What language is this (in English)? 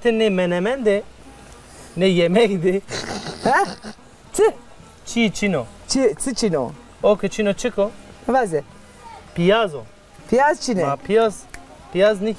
Zaza